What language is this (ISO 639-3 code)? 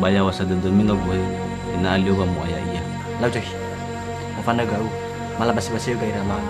nia